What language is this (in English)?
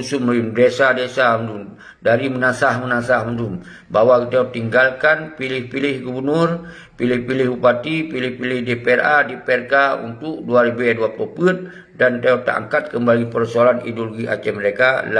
Achinese